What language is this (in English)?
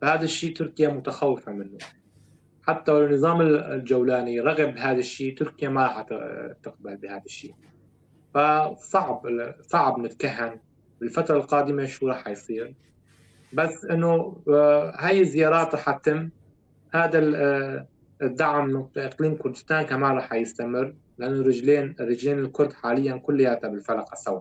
North Levantine Arabic